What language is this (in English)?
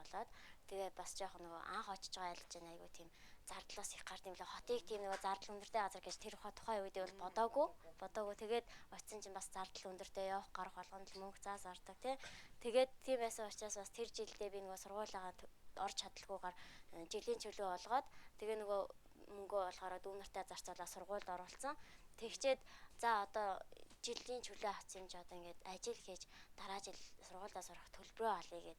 Mongolian